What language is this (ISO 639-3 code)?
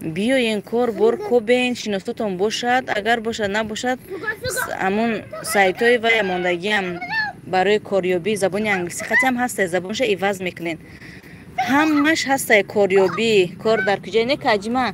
tgk